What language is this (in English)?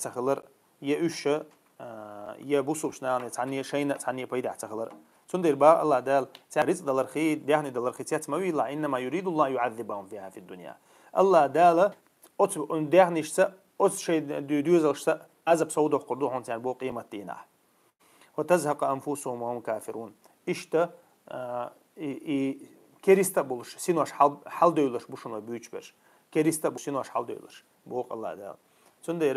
Chechen